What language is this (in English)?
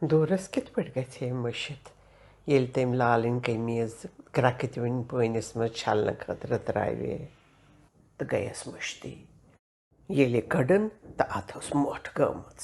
Kashmiri